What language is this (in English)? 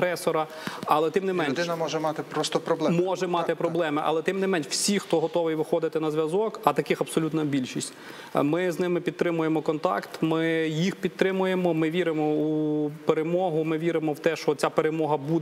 Ukrainian